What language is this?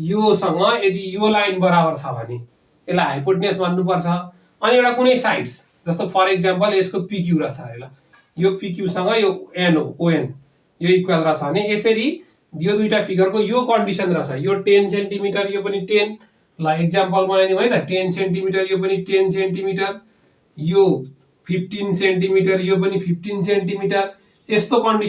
Nepali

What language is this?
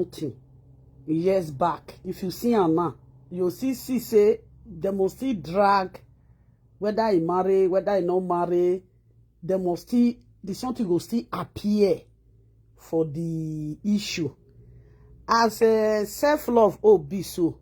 Nigerian Pidgin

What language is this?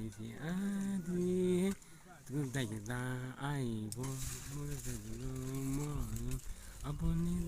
Chang Naga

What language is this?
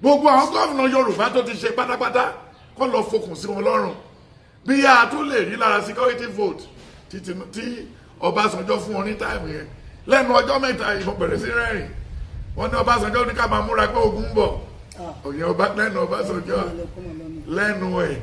Yoruba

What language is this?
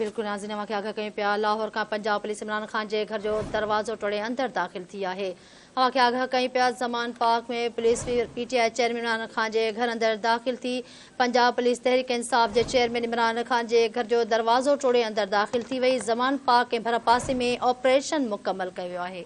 Sindhi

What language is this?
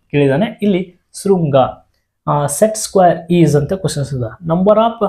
Kannada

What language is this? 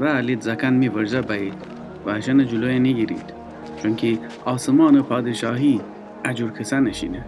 Gilaki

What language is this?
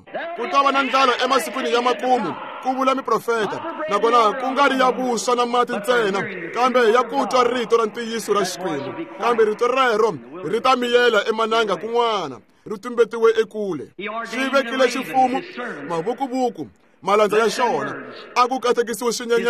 Tsonga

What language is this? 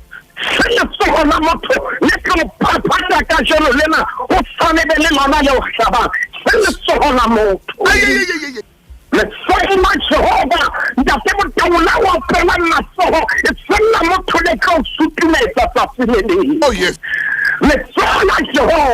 Southern Sotho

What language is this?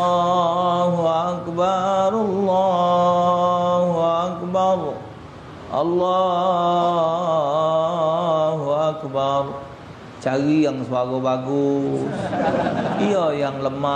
Musi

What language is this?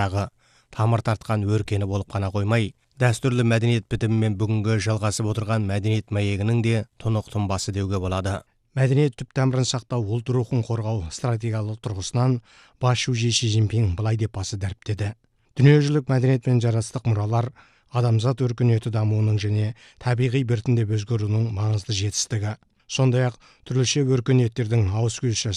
Kazakh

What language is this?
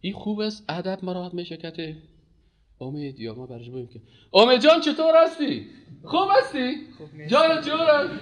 Persian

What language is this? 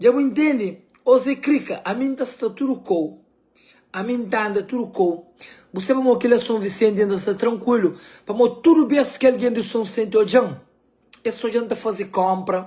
Kabuverdianu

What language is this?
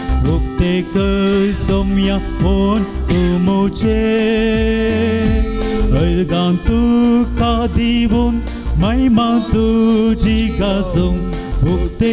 Konkani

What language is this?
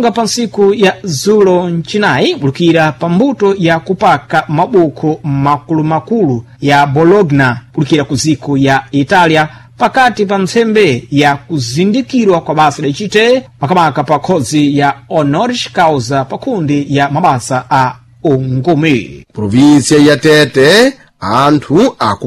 Sena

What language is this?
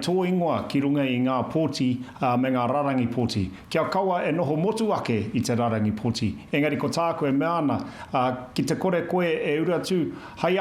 Māori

